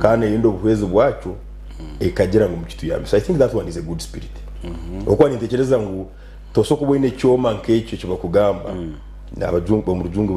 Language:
Nyankole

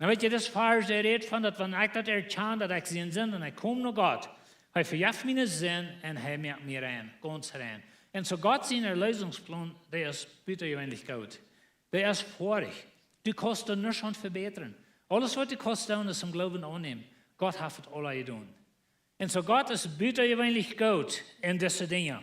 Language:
Plautdietsch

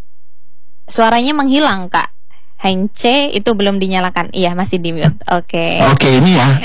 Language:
Indonesian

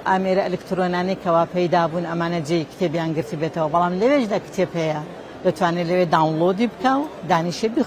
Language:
Central Kurdish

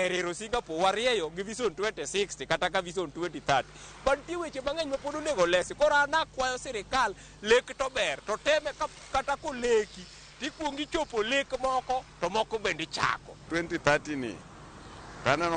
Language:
Luo (Kenya and Tanzania)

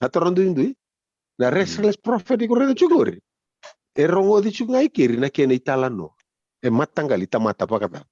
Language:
Fijian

